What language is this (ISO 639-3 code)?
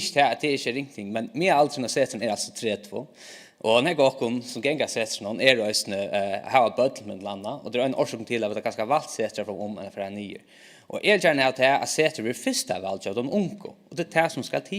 fao